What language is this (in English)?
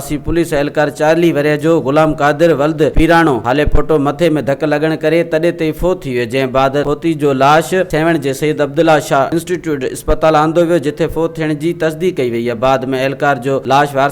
Sindhi